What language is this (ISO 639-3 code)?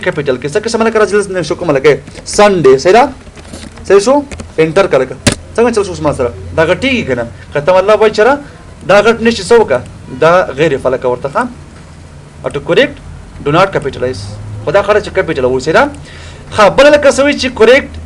pus